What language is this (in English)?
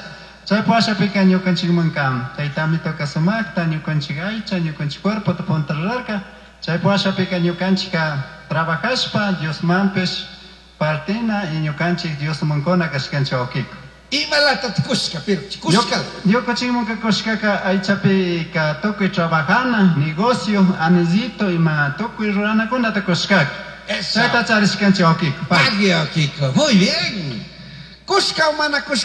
Chimborazo Highland Quichua